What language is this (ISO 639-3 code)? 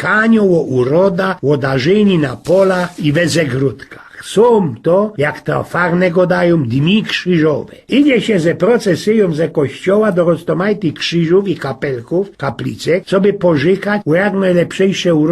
szl